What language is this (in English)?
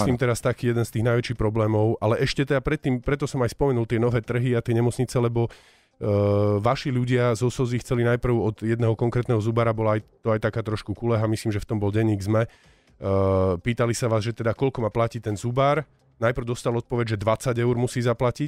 Slovak